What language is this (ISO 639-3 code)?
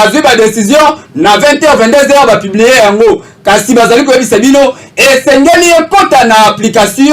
lin